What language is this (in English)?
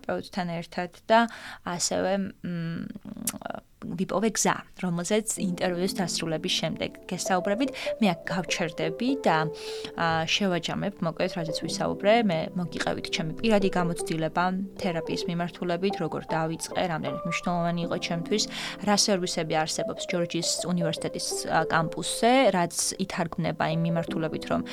Georgian